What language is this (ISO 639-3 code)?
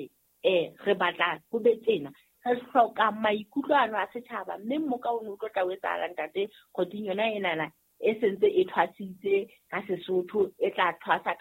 sot